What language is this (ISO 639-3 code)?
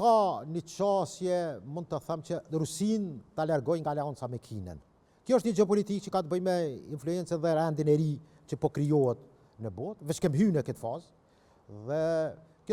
sqi